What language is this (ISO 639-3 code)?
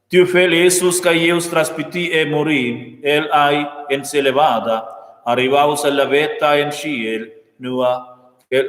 roh